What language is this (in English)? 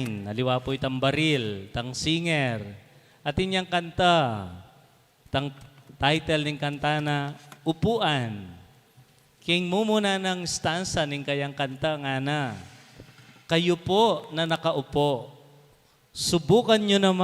Pampanga